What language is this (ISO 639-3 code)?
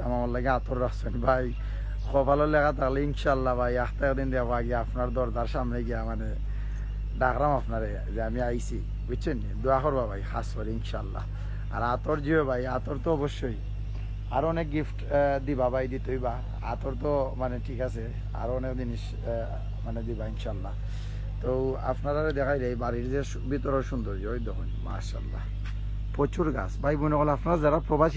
syl